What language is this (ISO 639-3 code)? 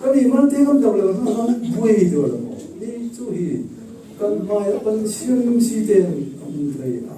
cfm